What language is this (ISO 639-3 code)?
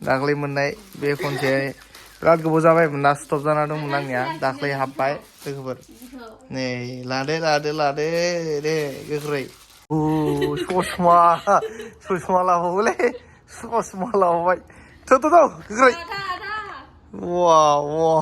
brx